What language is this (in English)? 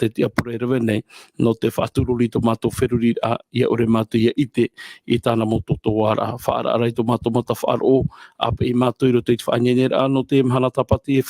Tahitian